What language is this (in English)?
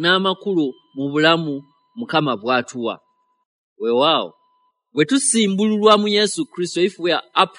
Ganda